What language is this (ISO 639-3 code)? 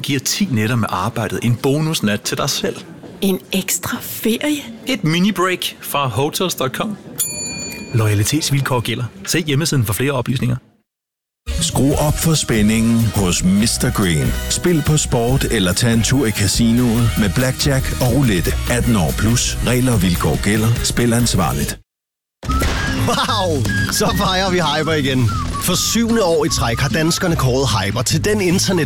dan